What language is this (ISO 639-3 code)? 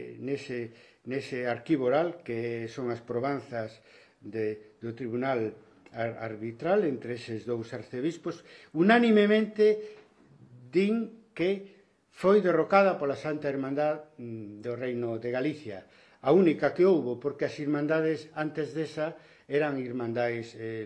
glg